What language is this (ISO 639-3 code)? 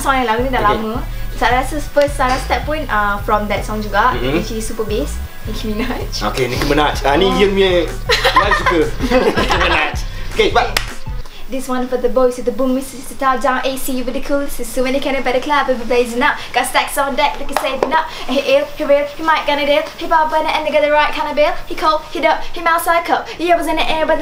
msa